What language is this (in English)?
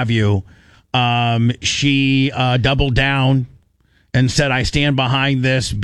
English